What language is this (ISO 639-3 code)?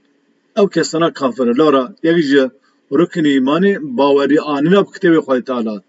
kur